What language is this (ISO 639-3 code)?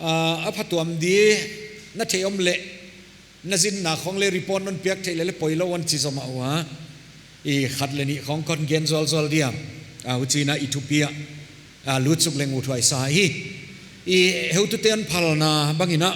pck